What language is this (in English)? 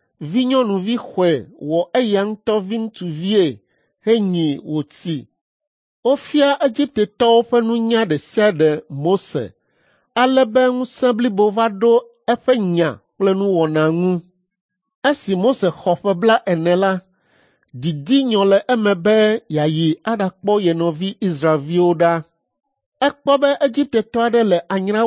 Ewe